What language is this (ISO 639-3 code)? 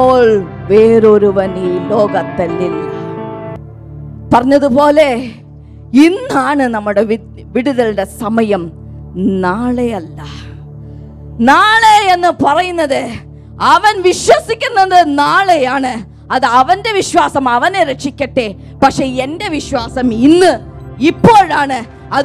mal